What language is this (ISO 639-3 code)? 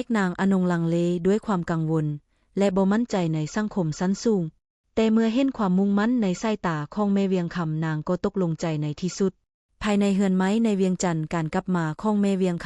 lao